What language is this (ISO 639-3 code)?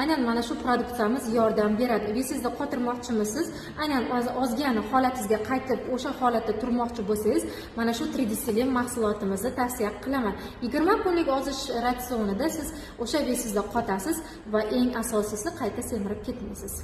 uzb